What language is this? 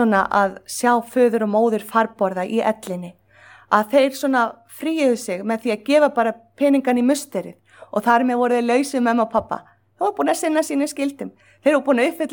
Icelandic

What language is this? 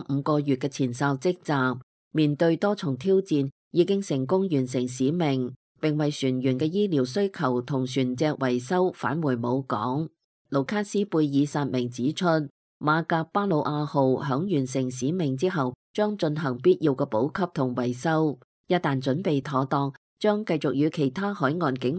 Cantonese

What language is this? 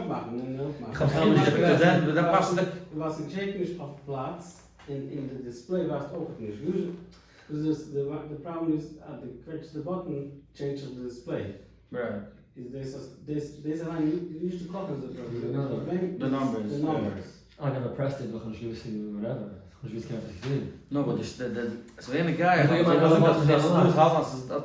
Yiddish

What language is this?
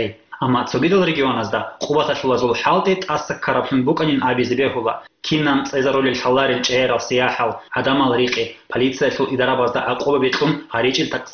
Avaric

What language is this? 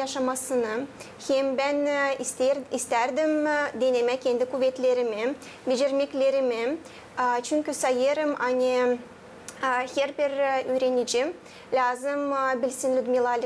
Gagauz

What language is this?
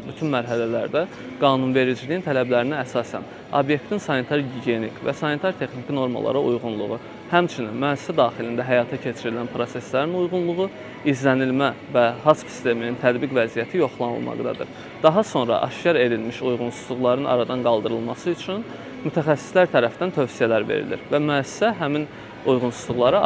Azerbaijani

